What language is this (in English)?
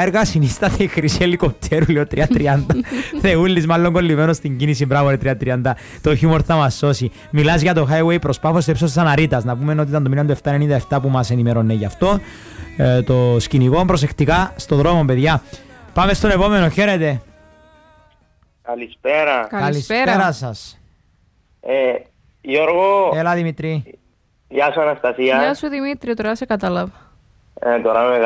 Greek